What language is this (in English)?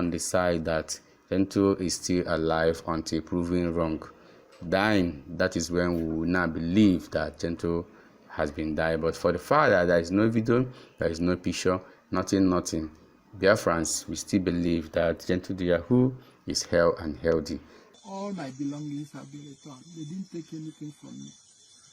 Igbo